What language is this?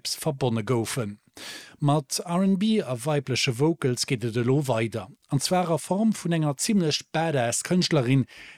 Luxembourgish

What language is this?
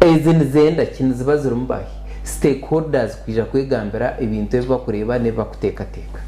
Nyankole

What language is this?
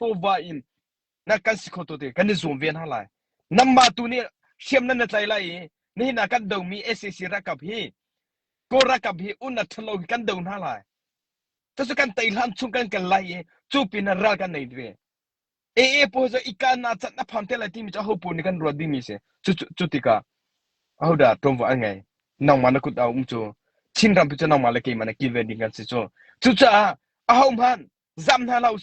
Hakha Chin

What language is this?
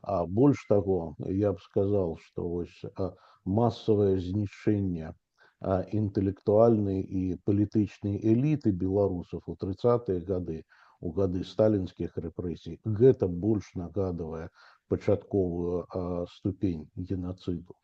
Belarusian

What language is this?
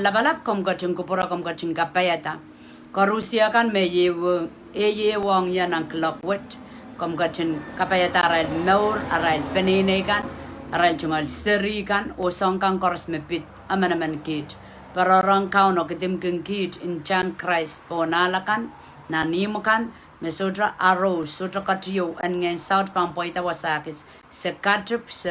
Pohnpeian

